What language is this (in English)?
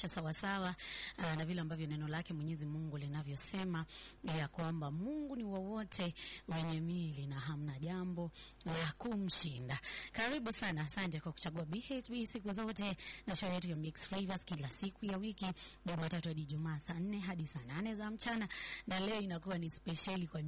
Swahili